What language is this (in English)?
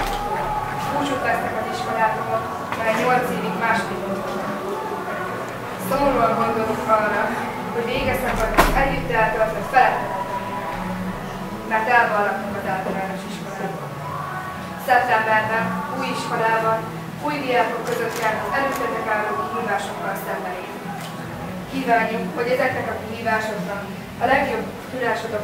Hungarian